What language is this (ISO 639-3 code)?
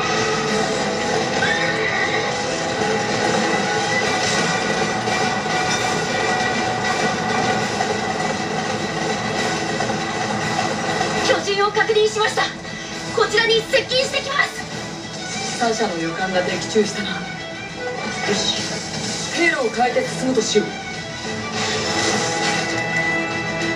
jpn